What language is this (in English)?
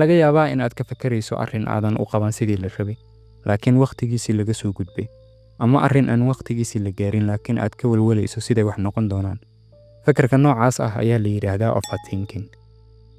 Somali